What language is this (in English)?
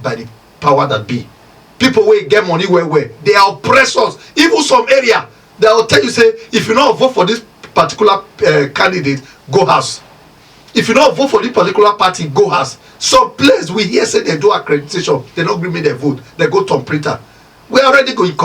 Nigerian Pidgin